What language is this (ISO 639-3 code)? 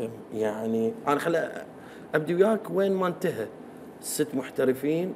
acm